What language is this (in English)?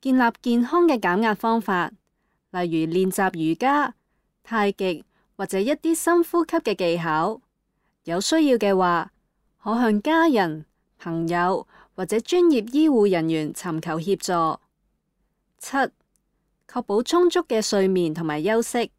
Cantonese